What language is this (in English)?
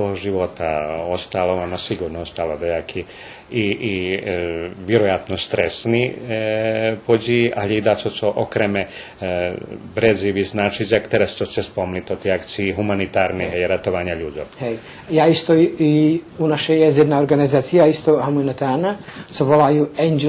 Rusyn